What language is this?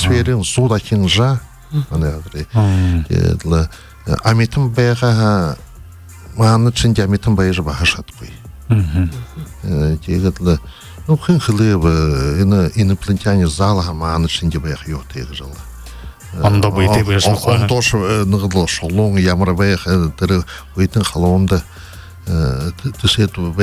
Buriat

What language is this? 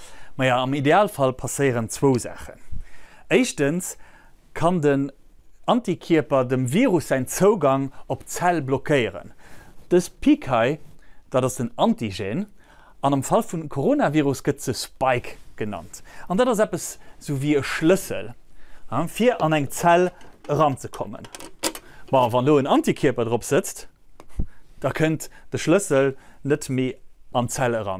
Luxembourgish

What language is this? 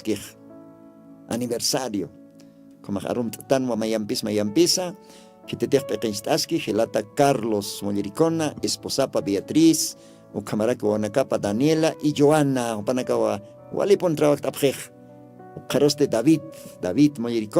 Aymara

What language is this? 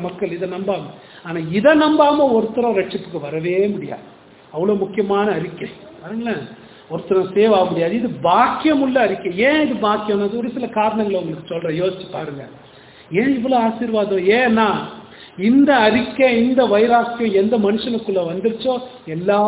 Tamil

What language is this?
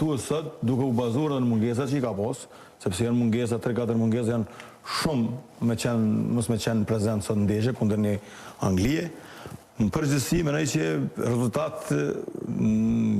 Albanian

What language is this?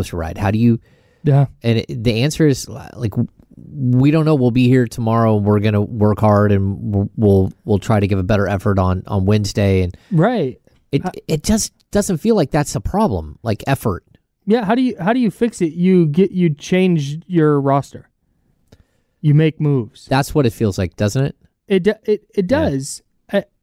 English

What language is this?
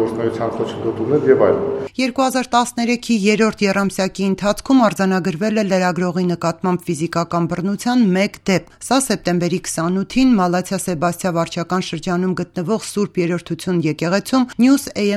Armenian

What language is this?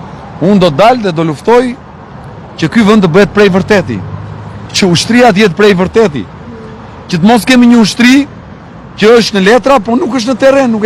Albanian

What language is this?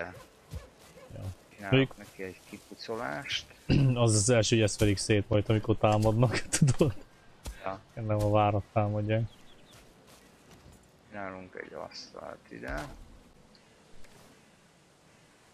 Hungarian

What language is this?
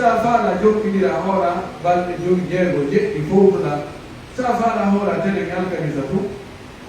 Pular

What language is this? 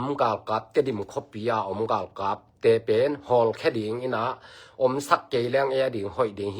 Tedim Chin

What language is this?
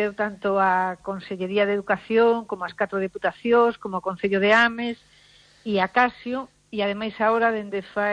Galician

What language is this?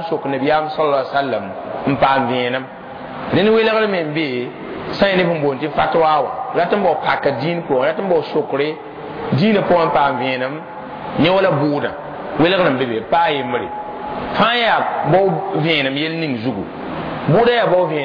Mossi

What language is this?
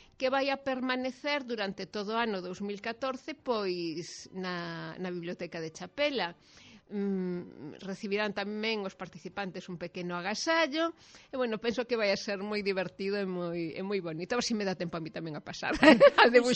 Galician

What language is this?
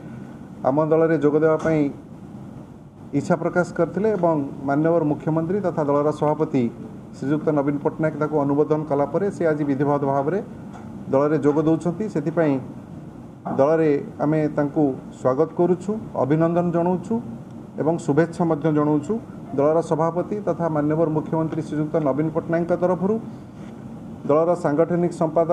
Odia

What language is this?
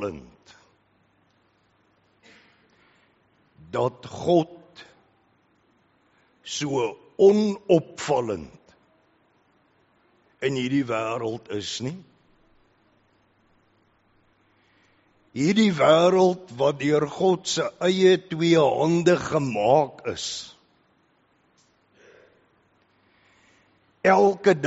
Afrikaans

